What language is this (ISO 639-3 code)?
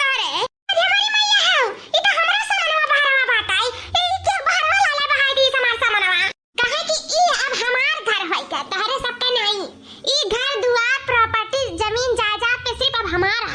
awa